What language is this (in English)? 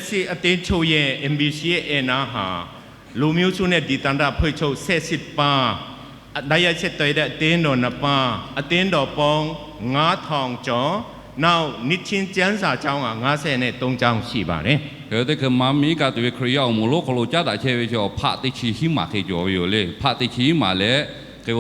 Lahu